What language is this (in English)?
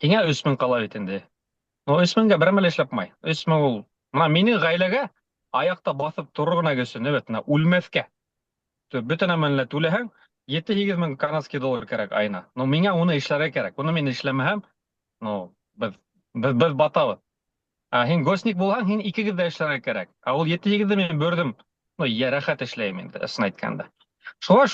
Bashkir